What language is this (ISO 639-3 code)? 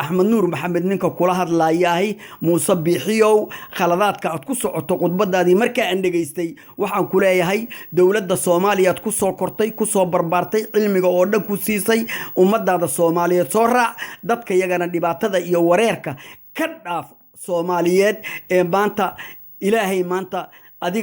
som